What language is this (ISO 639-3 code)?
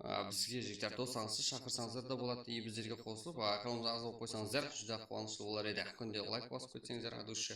kaa